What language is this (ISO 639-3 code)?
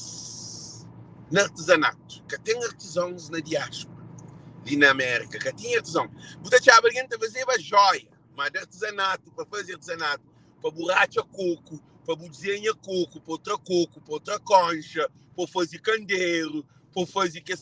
kea